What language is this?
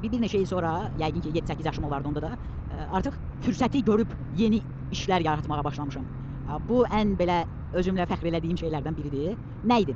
Azerbaijani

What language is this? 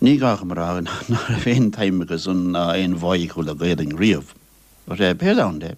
Irish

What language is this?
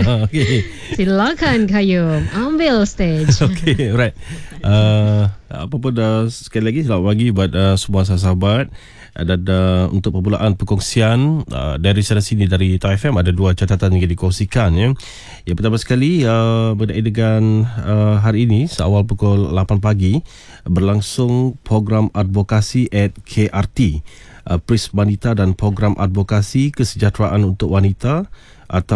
Malay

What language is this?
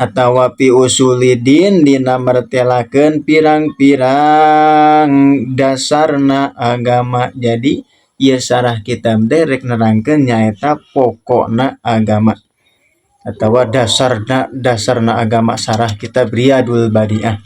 Sundanese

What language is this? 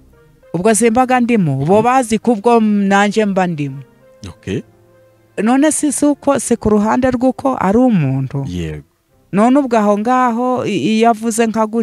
Kinyarwanda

